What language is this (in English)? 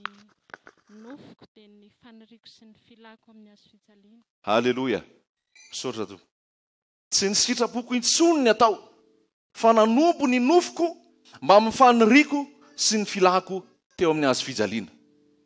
Malagasy